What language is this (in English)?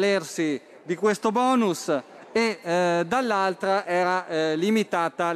Italian